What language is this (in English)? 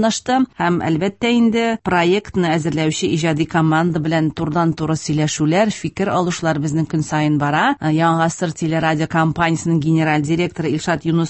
Tatar